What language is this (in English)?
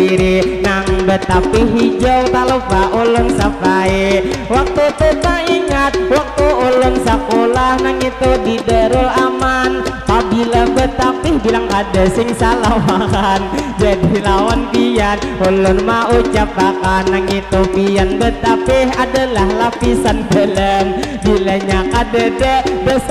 Banjar